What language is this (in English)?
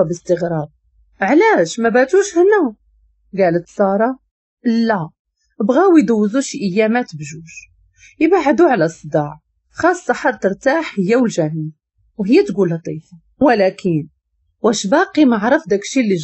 Moroccan Arabic